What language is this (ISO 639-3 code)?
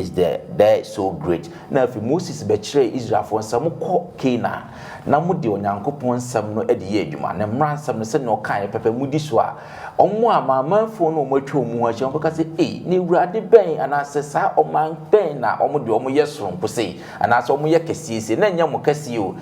aka